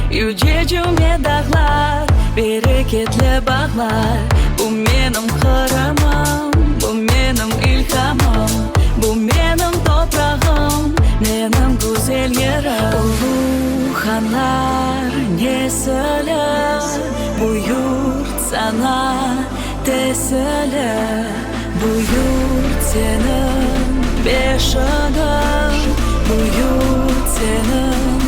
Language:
Crimean Tatar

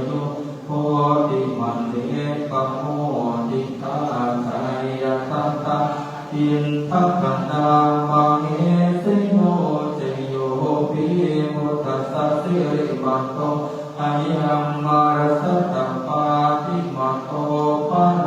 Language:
Pali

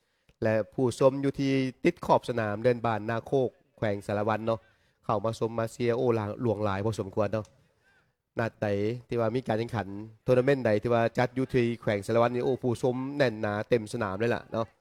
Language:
Lao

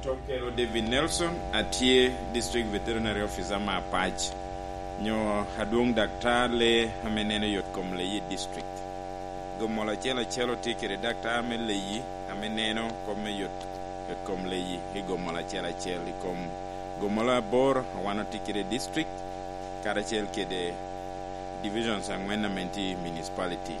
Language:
Lango (Uganda)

